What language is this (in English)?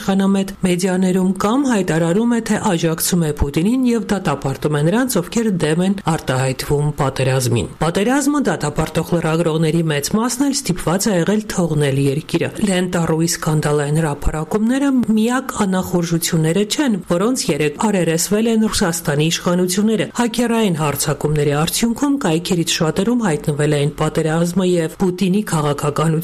Armenian